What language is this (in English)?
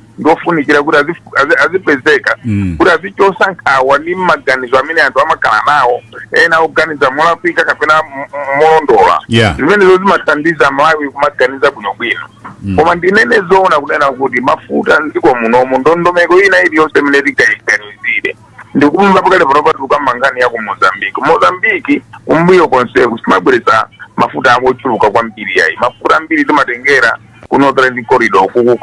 Nyanja